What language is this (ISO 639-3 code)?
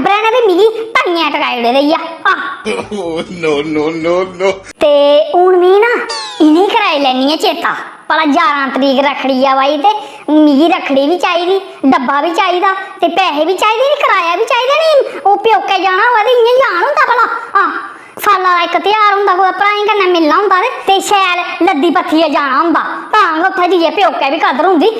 doi